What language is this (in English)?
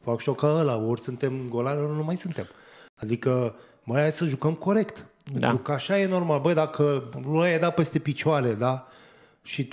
Romanian